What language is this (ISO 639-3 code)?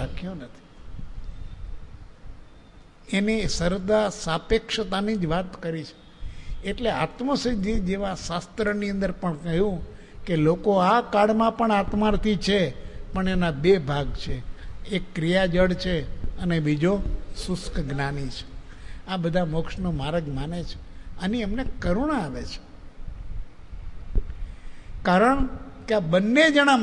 guj